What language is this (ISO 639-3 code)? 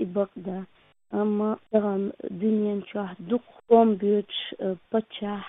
che